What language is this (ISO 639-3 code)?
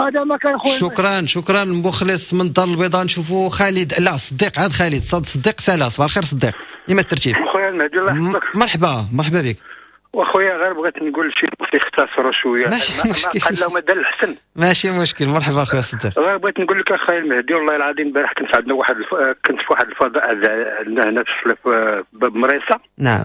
ary